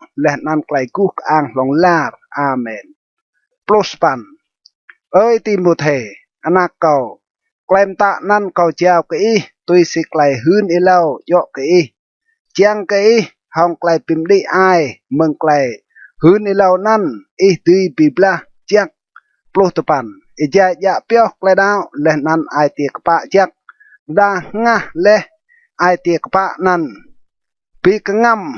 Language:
Rade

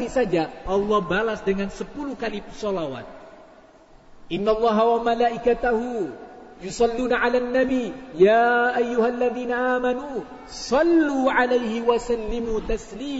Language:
Indonesian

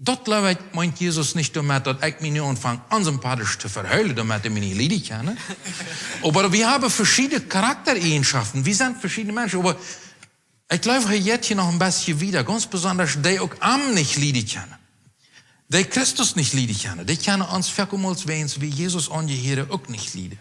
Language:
Plautdietsch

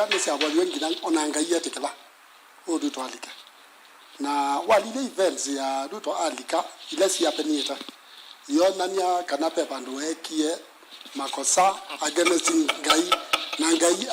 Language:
Kamba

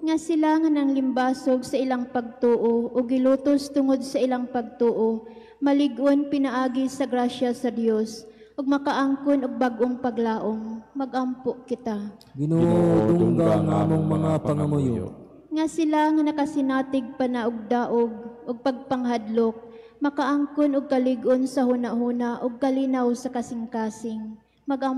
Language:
Cebuano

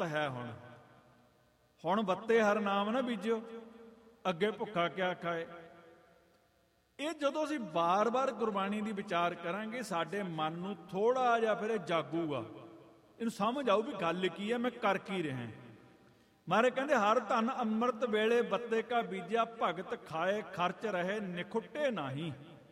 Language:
Punjabi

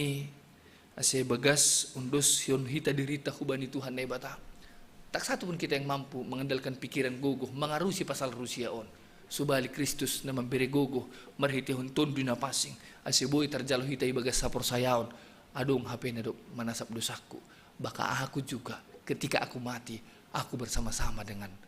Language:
Batak Simalungun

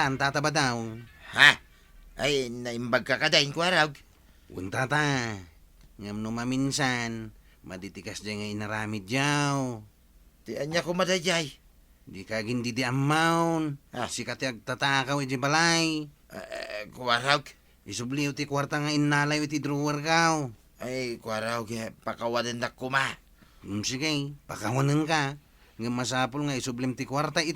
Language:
Iloko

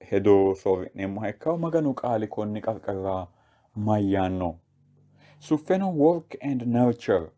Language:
Sidamo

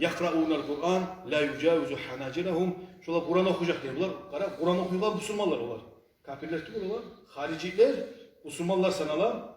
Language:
Kumyk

